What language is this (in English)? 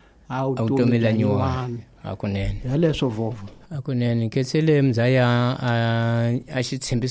Tsonga